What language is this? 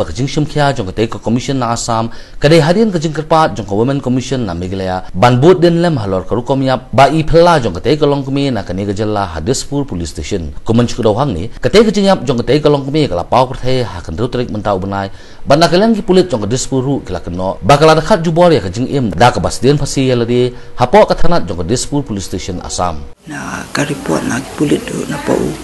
Khasi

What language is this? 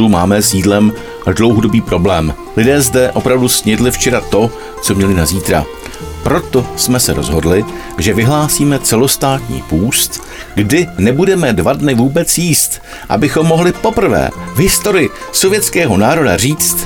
Czech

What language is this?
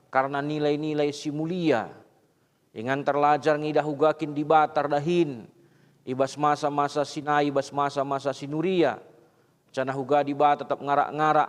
Batak Karo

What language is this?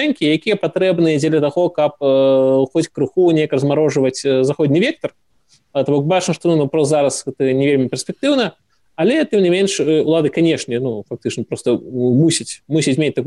Belarusian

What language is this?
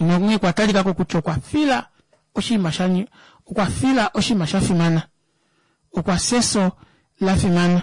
Kuanyama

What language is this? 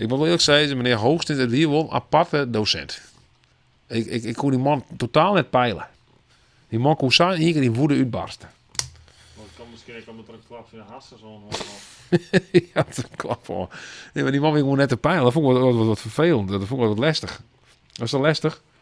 Western Frisian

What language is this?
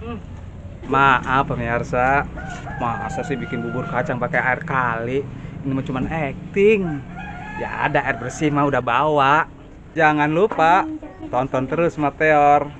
Betawi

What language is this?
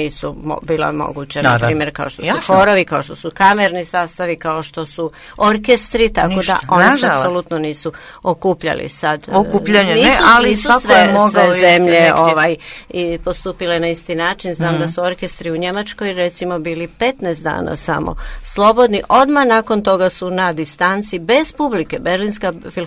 Croatian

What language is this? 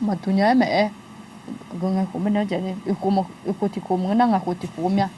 Akha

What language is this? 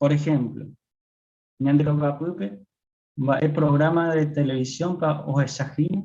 Guarani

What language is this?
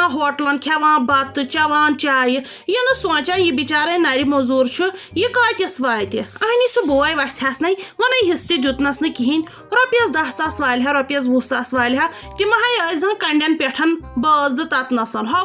Kashmiri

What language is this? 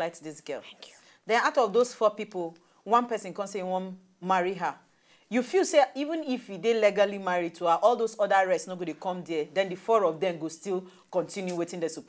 Nigerian Pidgin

